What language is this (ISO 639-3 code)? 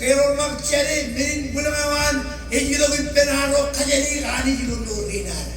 mah